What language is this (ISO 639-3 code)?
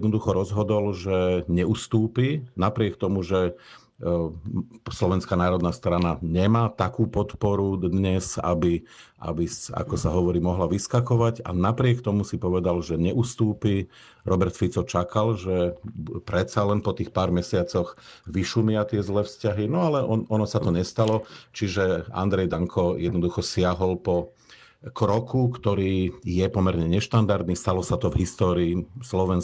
slk